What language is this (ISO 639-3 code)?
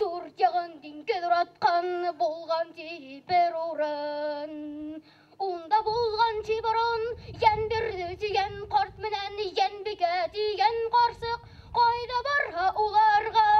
bak